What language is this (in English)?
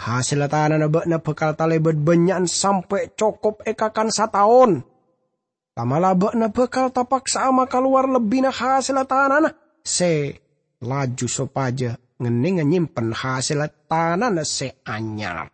Madurese